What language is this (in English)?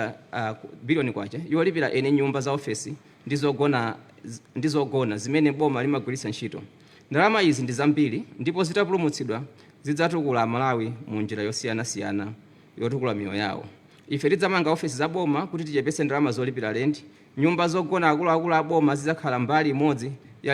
Nyanja